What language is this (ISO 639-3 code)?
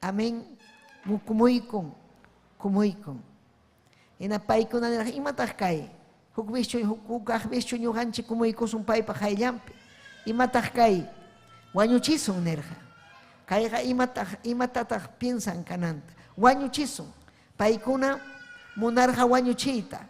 quy